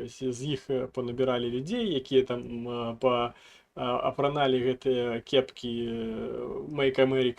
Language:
Belarusian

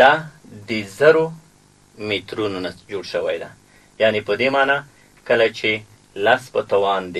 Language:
Pashto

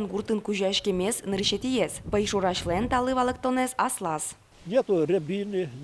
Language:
Udmurt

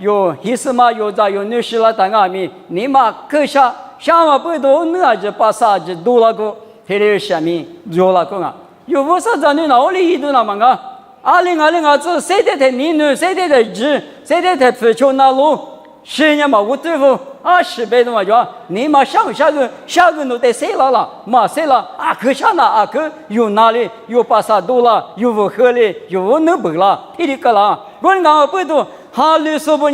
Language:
Lisu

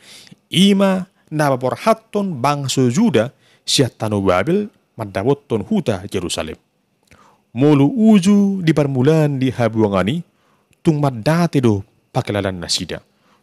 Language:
Batak Toba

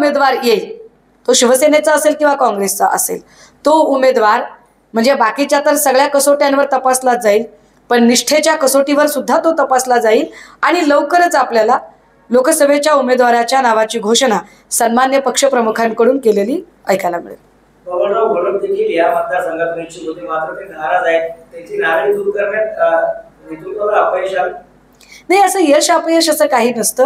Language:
Marathi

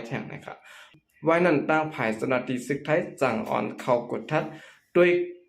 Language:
Shan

